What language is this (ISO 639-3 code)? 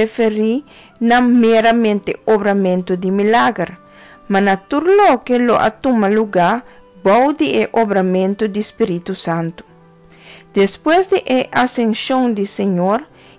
pap